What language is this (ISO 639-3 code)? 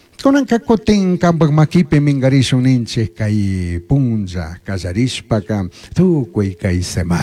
qug